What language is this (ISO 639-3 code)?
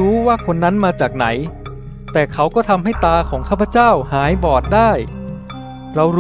tha